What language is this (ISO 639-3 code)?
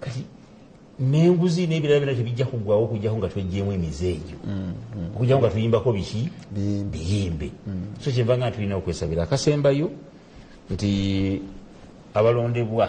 lug